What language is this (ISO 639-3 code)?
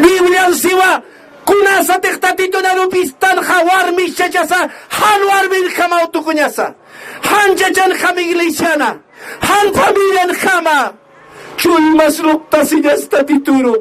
aym